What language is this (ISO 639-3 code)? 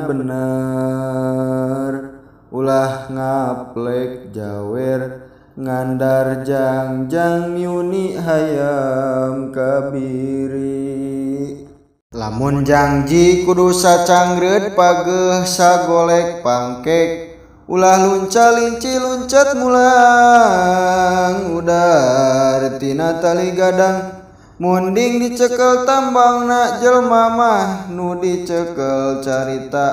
sun